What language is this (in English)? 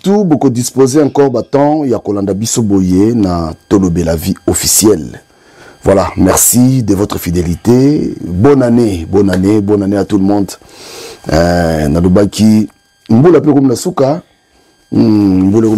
Lingala